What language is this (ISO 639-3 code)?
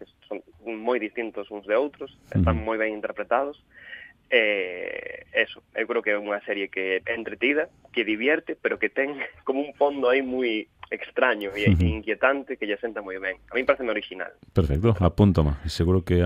glg